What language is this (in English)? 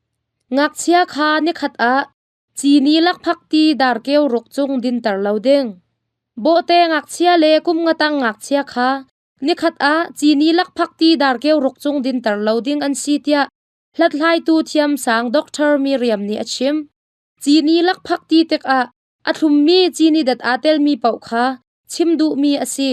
Hakha Chin